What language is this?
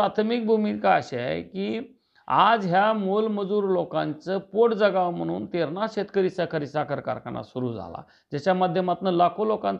Marathi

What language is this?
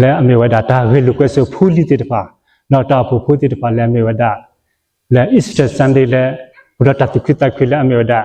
S'gaw Karen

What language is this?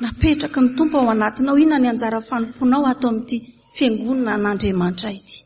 Malagasy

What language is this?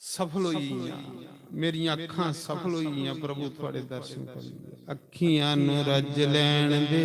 Dogri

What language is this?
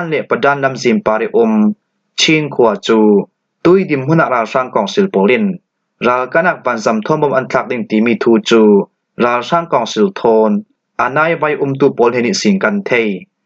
Falam Chin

